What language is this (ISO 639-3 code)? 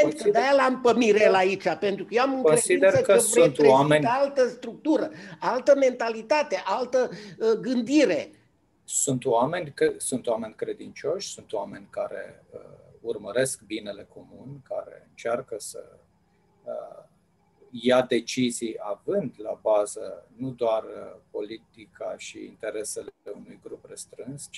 ron